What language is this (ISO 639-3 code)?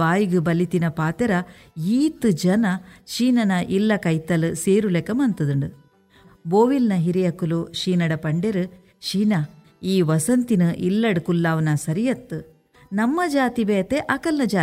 tcy